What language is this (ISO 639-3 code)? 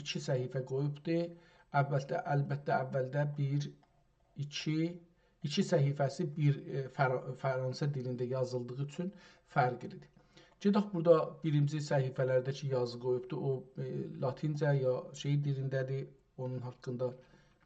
azb